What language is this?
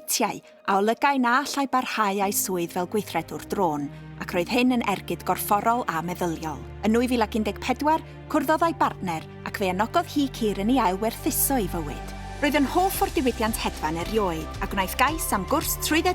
Welsh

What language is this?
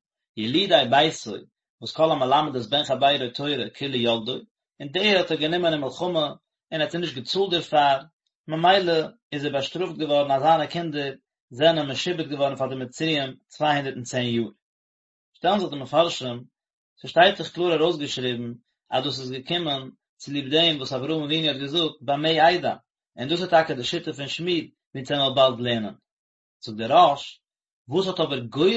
Yiddish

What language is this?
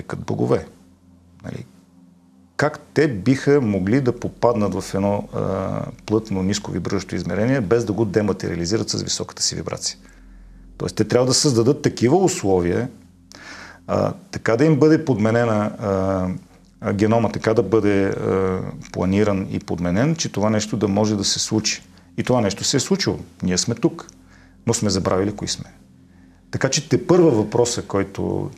Bulgarian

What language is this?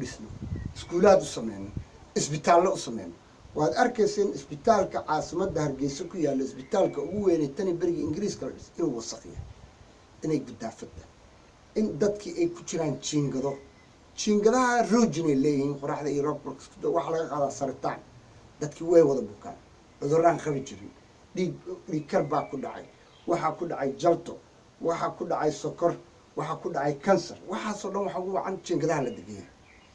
Somali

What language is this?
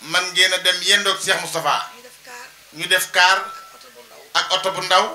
Wolof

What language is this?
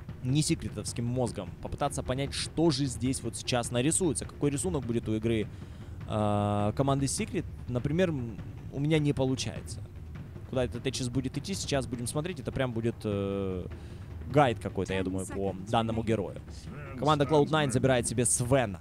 Russian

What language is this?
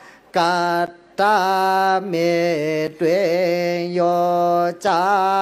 Pali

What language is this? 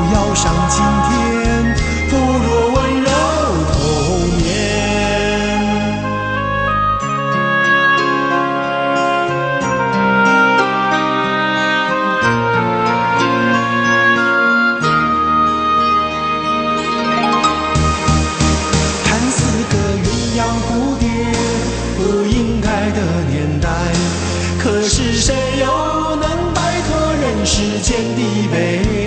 Chinese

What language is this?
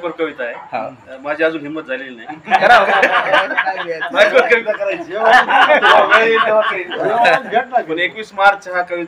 Marathi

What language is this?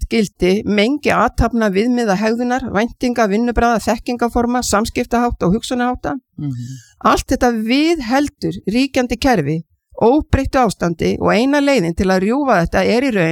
Icelandic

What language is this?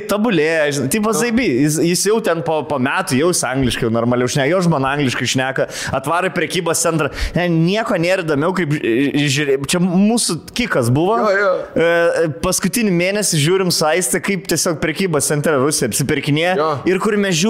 Lithuanian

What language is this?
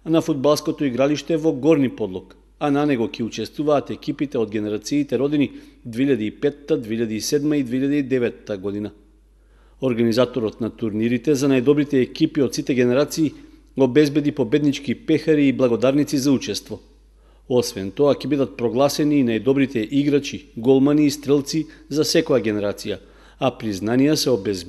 Macedonian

